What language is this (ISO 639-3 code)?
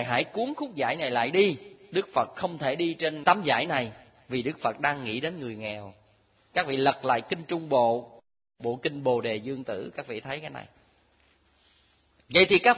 vie